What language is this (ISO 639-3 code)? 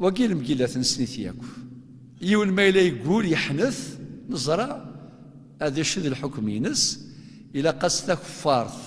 kab